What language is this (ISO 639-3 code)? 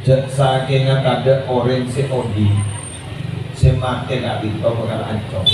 mad